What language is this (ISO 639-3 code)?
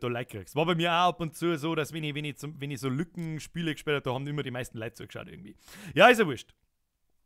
bar